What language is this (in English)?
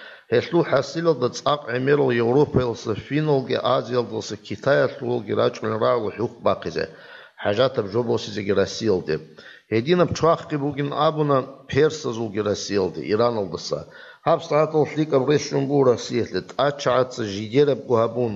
Avaric